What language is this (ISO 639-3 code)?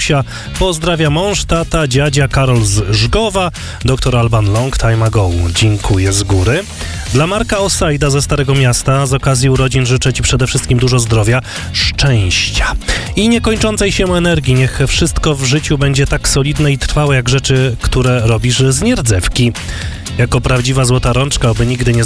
pol